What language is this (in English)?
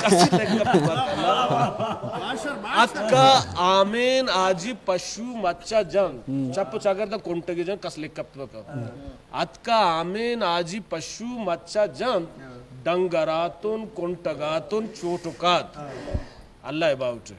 Eastern Balochi